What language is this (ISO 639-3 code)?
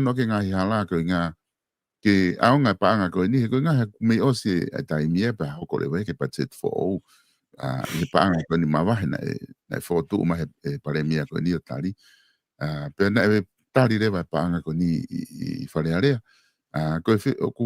ton